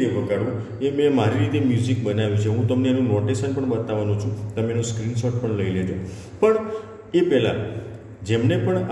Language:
Gujarati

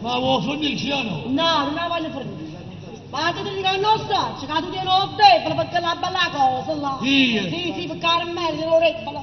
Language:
Neapolitan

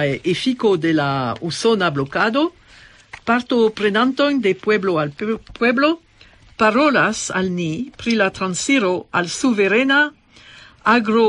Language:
Esperanto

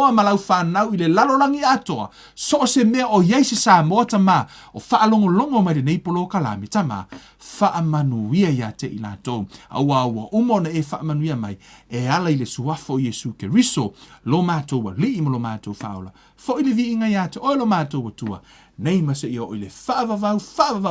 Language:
Samoan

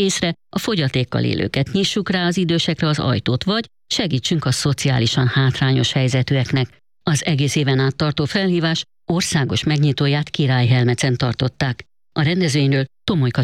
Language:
Hungarian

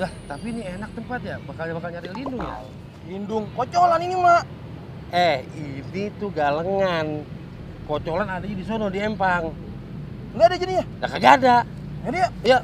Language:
Betawi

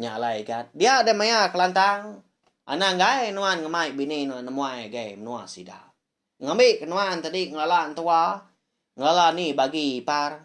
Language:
Iban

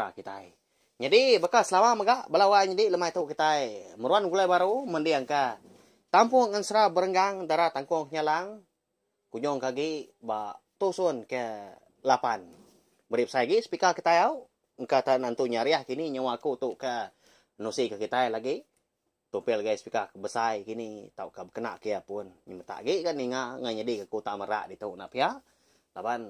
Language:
Iban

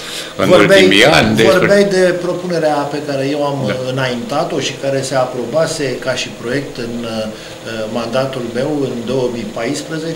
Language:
Romanian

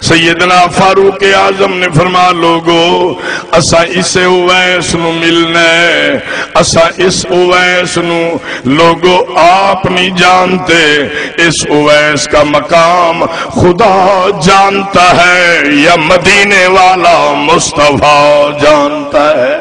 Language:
Saraiki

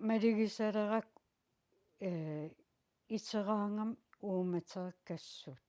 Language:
Kalaallisut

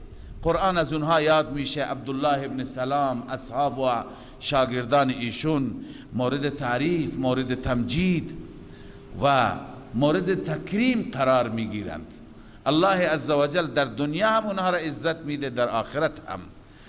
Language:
Persian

